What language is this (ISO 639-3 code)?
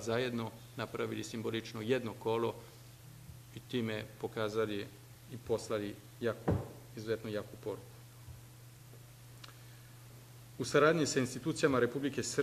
srp